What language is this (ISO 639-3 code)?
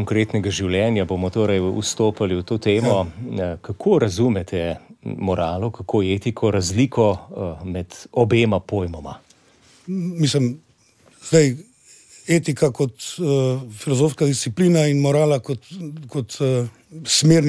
slv